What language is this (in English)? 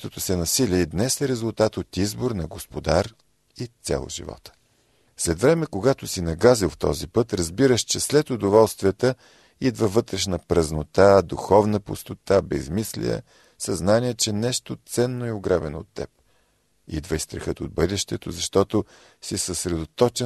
Bulgarian